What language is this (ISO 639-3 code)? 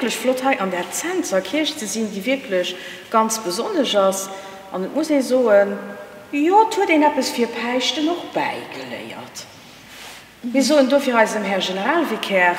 ltz